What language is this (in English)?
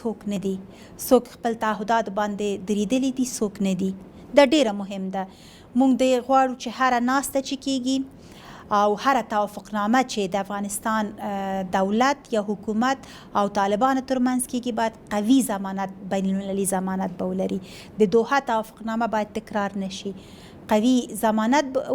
Pashto